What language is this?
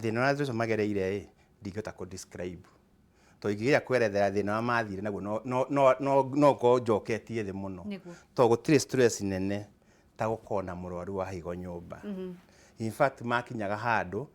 Kikuyu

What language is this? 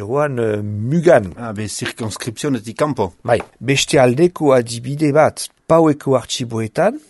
Basque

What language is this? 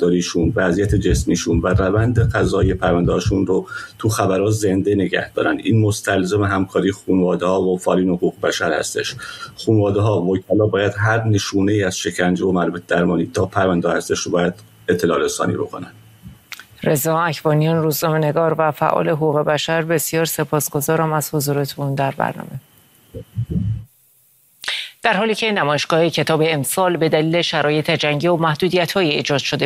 Persian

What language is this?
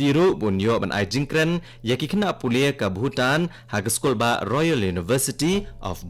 Khasi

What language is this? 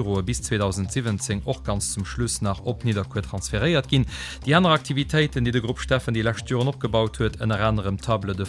Luxembourgish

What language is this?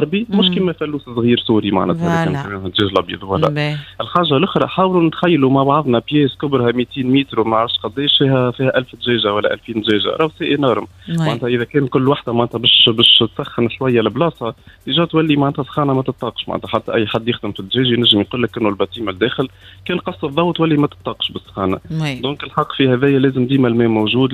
Tunisian Arabic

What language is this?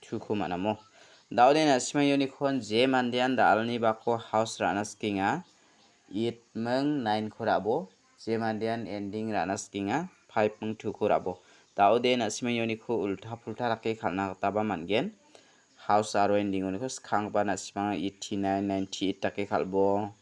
Garo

